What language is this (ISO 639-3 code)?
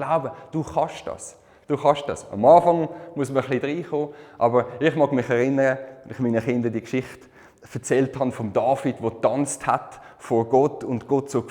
gsw